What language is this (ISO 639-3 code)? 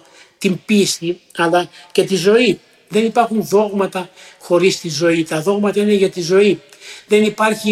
ell